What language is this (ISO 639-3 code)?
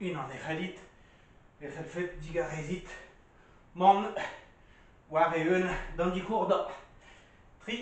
bre